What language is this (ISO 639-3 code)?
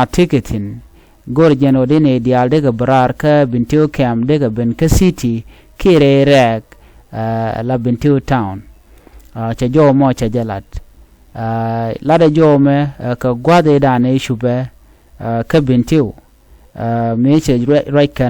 nus